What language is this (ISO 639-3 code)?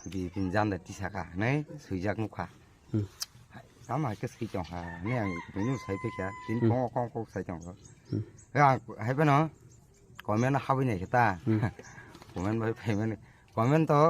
trp